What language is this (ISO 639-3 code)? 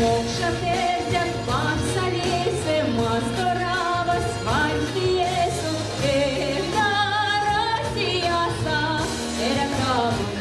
myv